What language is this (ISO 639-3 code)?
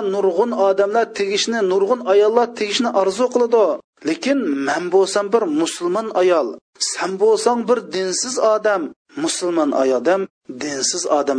uig